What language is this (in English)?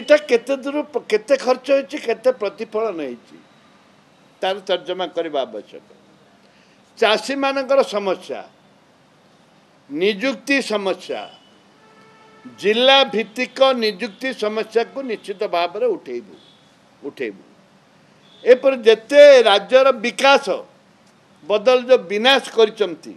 Odia